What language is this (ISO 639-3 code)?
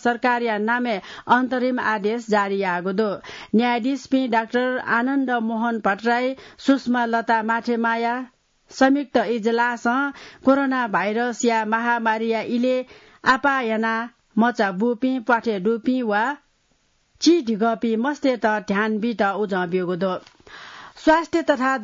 new